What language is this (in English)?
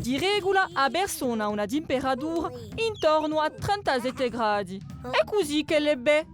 Corsican